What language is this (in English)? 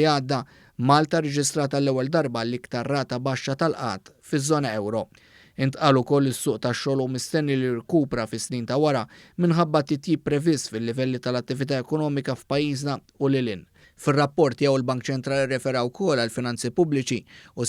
Maltese